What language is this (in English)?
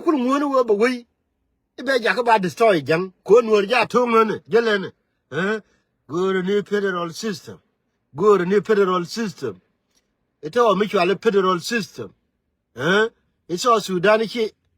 Nuer